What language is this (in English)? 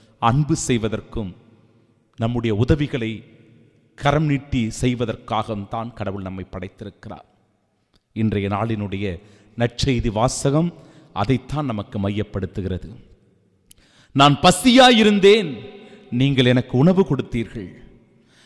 Tamil